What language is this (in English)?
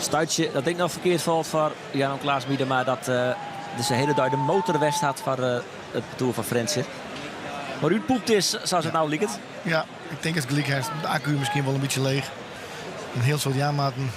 Western Frisian